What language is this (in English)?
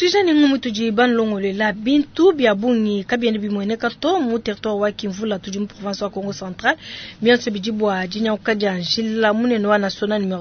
Luba-Lulua